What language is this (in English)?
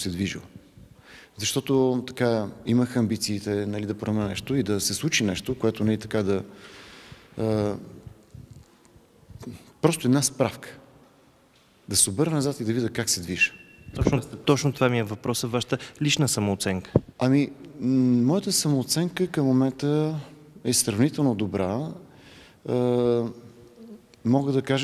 Bulgarian